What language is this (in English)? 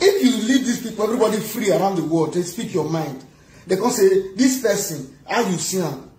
Nigerian Pidgin